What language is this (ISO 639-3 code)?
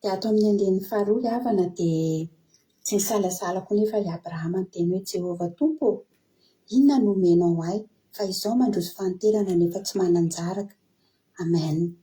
mlg